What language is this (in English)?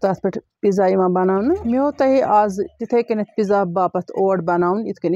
Kashmiri